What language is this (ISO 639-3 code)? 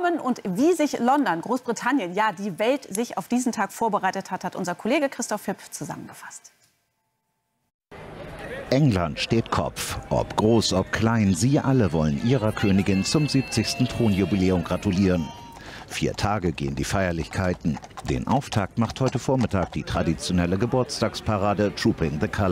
deu